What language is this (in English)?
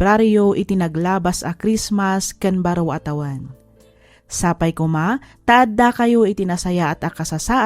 Iloko